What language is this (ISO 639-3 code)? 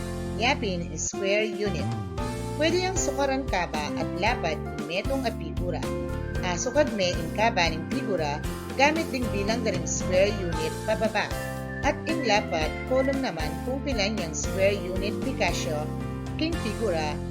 pam